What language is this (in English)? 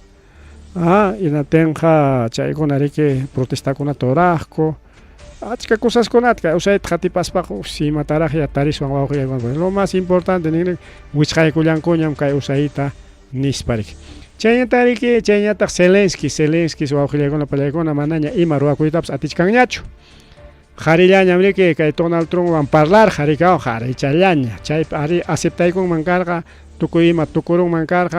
Ayacucho Quechua